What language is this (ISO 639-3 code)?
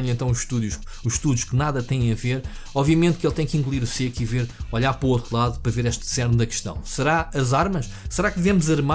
por